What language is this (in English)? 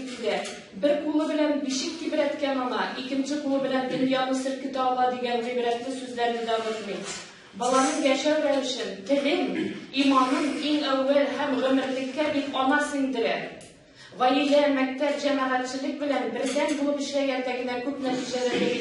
Tatar